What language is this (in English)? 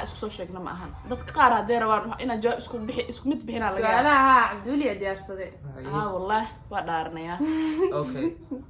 Somali